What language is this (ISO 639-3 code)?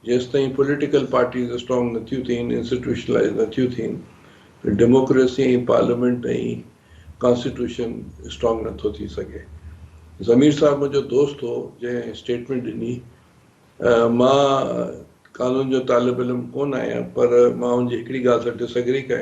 snd